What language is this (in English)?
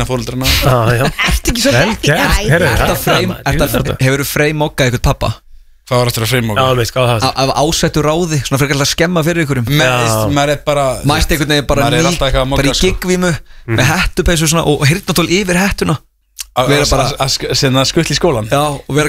Icelandic